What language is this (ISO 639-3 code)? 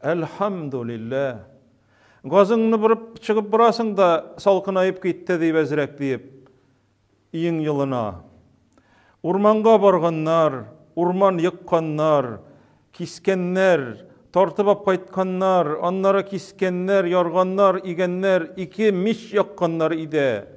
tat